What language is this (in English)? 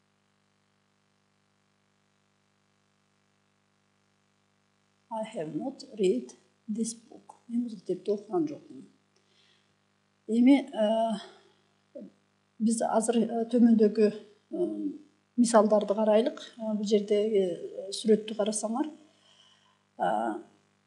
Kyrgyz